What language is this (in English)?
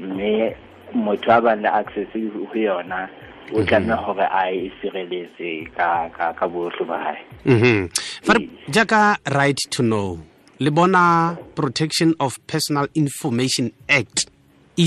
Southern Sotho